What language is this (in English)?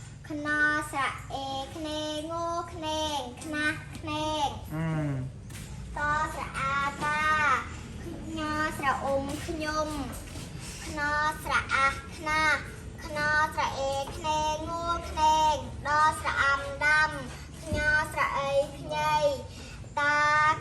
Khmer